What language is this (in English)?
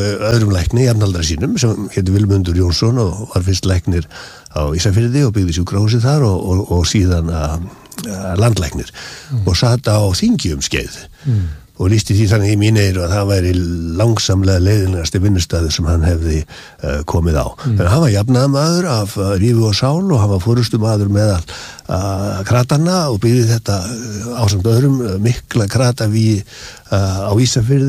Icelandic